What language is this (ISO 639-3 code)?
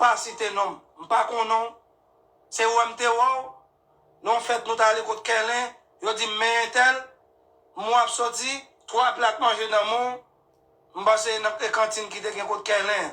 hat